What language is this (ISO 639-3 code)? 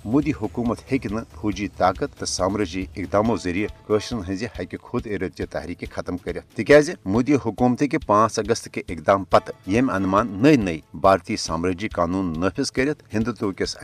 kas